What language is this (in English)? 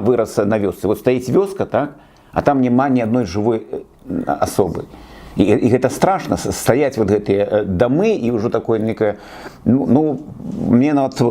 Belarusian